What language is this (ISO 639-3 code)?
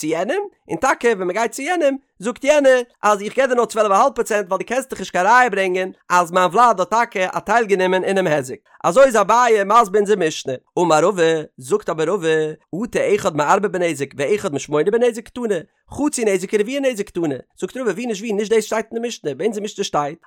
yid